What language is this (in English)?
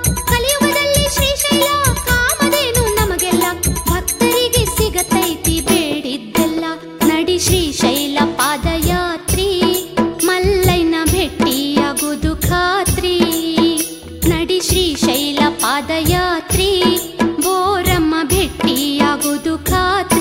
Kannada